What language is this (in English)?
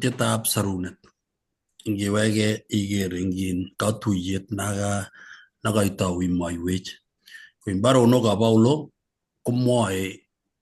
Kalenjin